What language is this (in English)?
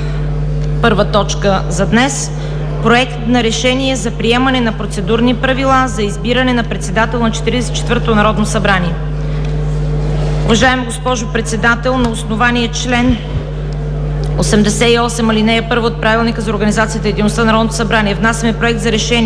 Bulgarian